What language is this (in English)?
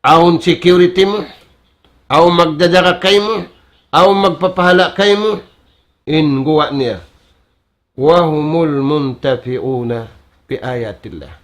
Tausug